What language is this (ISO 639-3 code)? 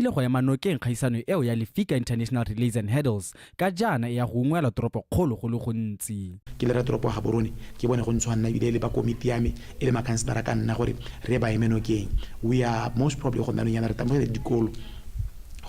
tsn